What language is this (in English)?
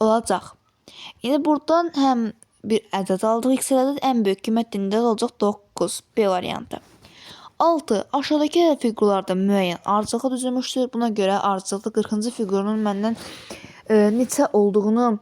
Azerbaijani